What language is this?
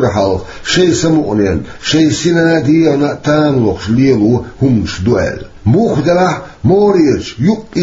Chechen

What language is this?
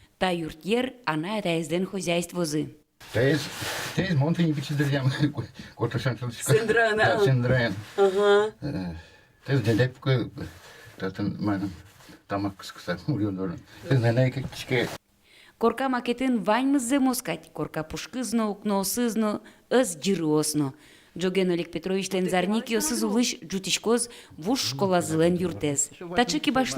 Udmurt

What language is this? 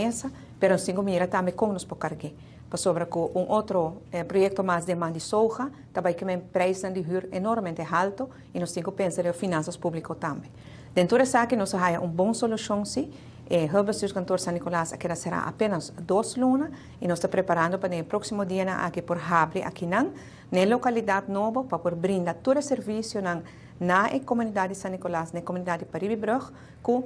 Papiamento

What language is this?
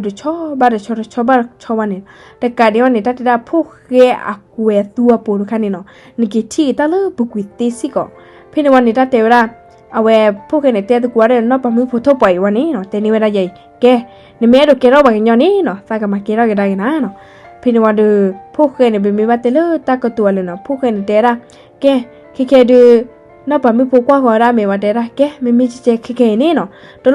S'gaw Karen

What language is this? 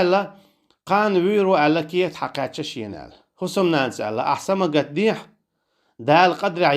Chechen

